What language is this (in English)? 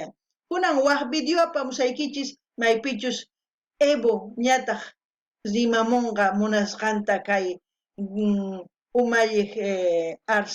South Bolivian Quechua